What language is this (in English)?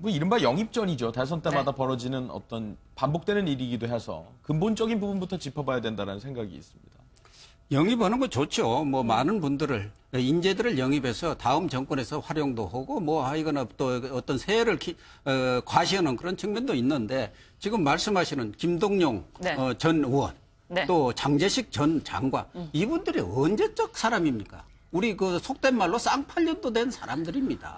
Korean